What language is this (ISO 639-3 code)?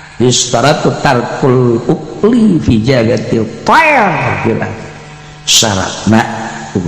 sun